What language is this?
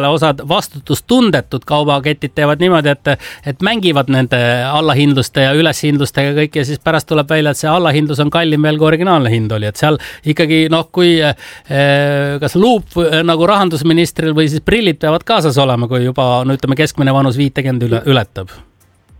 Estonian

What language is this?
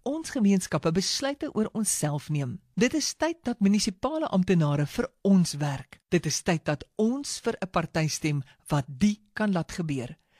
Afrikaans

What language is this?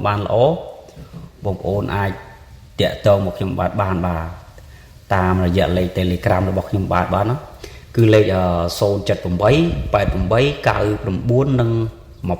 Khmer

